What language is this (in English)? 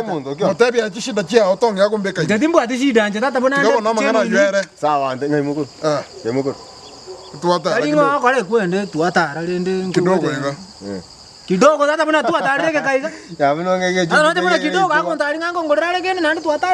Gusii